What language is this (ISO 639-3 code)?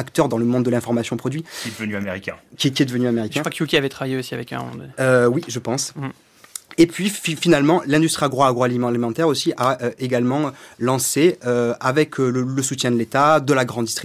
fra